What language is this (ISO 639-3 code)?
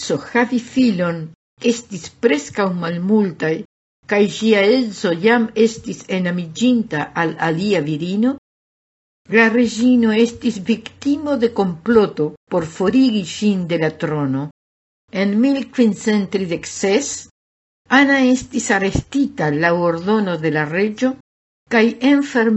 epo